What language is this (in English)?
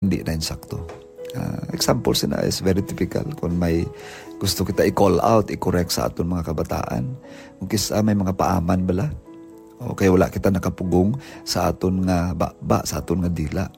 Hiligaynon